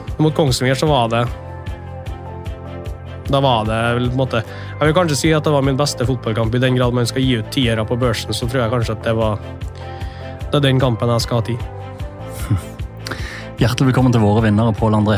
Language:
Norwegian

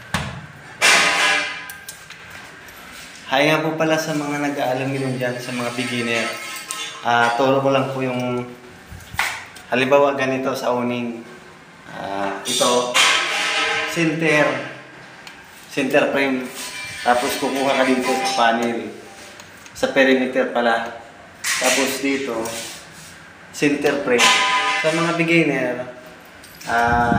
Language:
Filipino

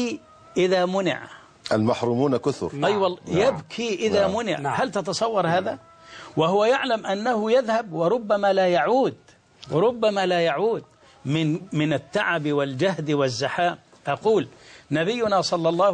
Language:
Arabic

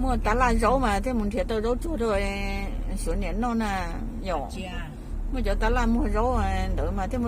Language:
Hmong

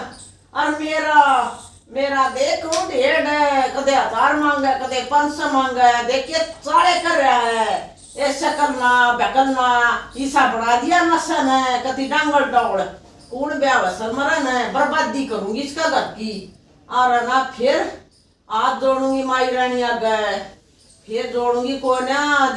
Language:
Haryanvi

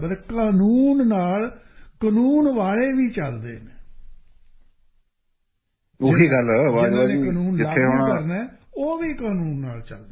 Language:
Punjabi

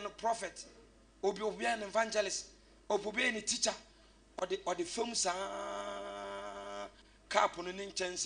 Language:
Akan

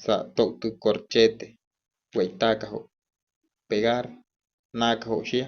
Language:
Wayuu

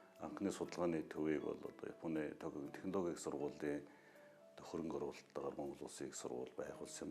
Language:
Mongolian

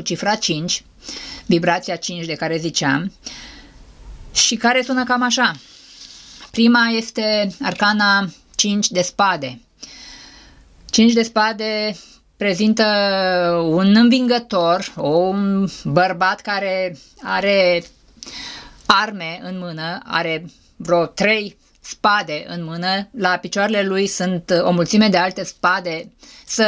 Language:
Romanian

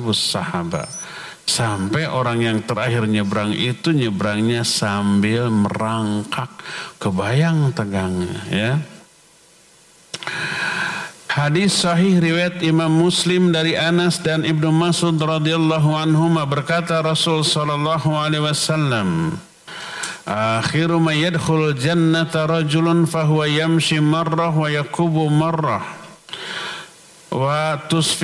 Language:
Indonesian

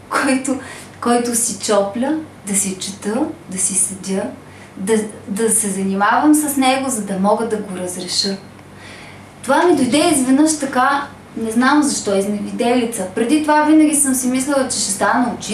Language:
Bulgarian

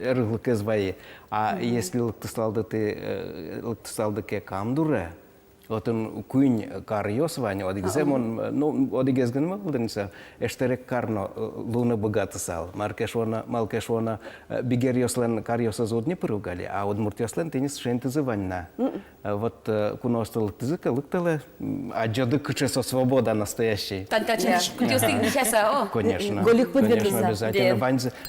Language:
Udmurt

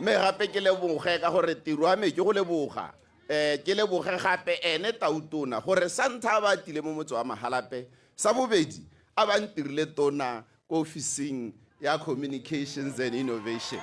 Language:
Tswana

